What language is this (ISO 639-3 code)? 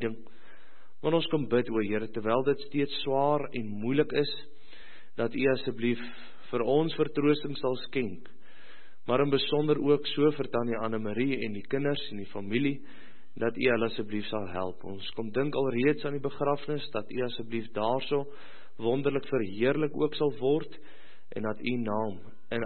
afr